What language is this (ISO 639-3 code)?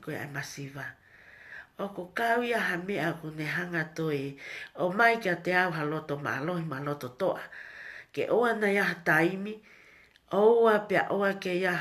ton